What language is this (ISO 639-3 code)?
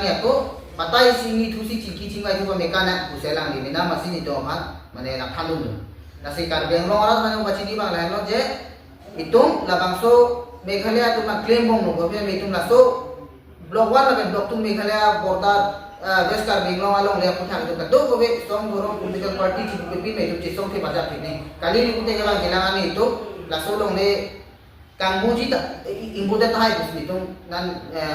mjw